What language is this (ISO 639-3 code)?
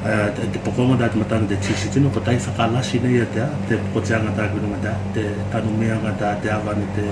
tvl